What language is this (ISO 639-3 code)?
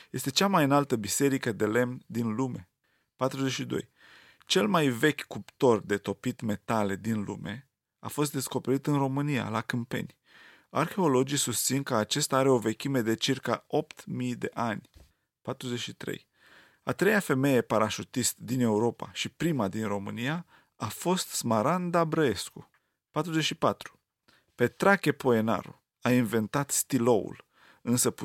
ron